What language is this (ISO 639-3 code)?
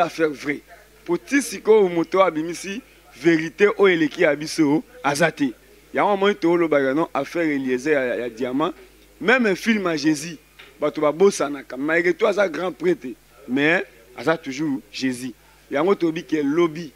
lin